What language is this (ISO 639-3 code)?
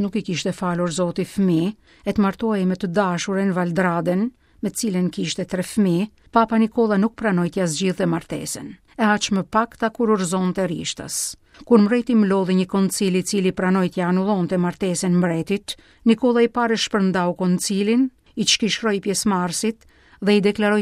sqi